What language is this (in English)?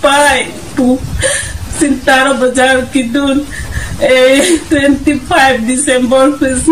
Karbi